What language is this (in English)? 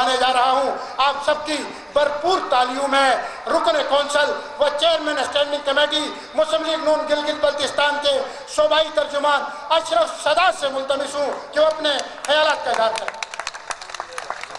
Urdu